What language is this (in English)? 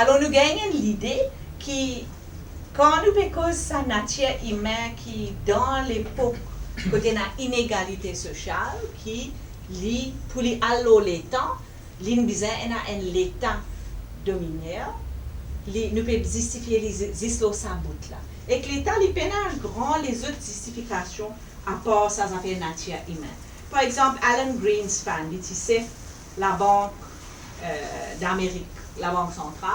Morisyen